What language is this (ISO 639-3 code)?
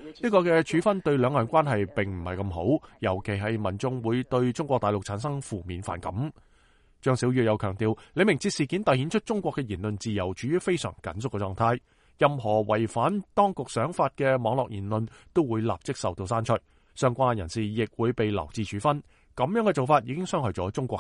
yue